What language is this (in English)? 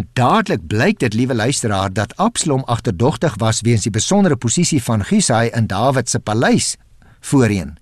Afrikaans